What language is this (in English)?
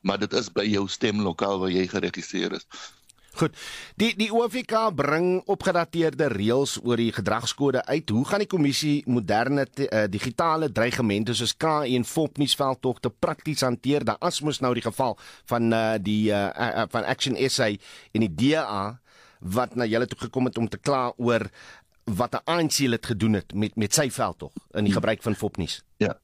Afrikaans